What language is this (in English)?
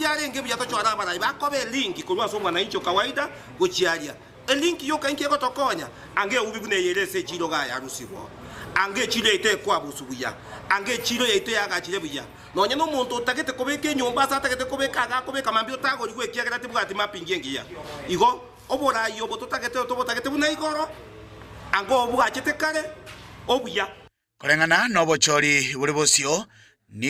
Gusii